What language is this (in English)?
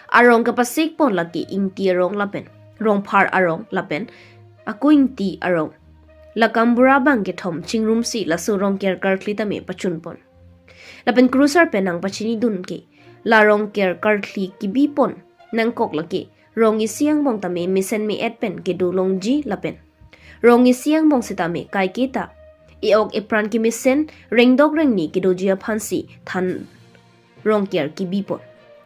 Karbi